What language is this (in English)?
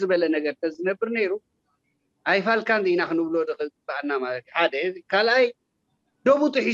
Tigrinya